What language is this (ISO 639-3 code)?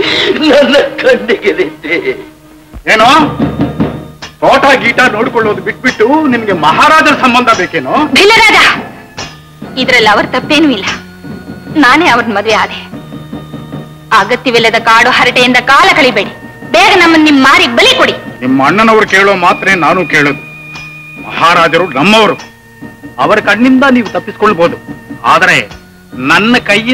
kan